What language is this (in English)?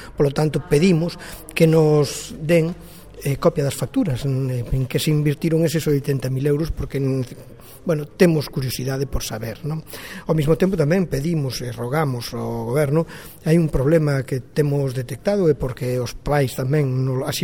Galician